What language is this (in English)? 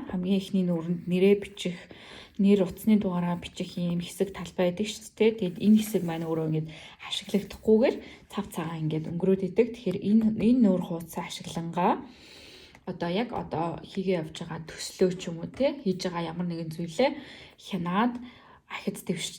Mongolian